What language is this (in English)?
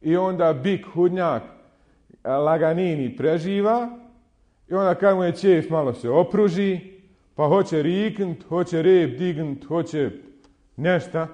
Bosnian